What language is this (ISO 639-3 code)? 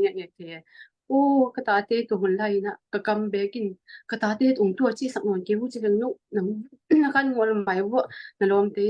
ctd